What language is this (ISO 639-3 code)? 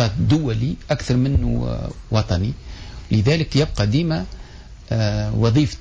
aeb